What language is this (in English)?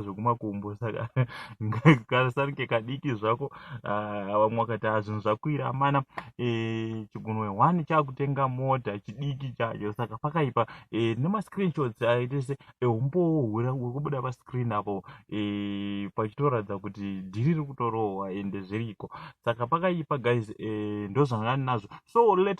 Shona